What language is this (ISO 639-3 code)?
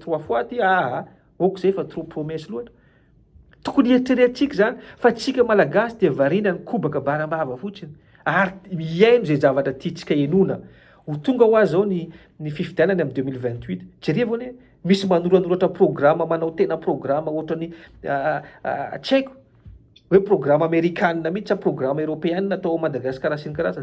mlg